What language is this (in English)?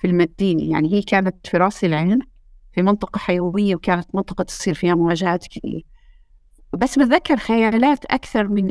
North Levantine Arabic